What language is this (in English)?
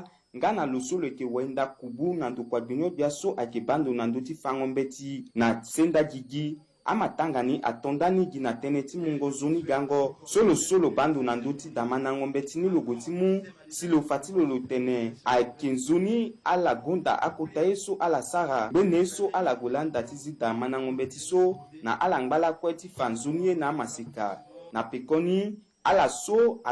Sango